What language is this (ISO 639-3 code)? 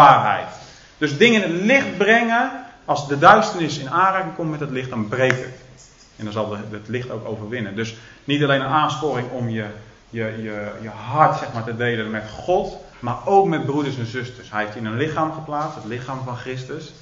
nld